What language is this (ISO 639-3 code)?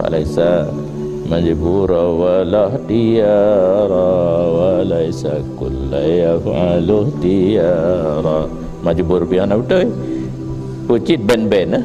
ace